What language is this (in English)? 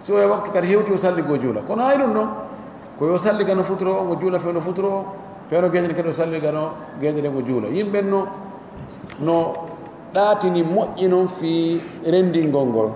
Pular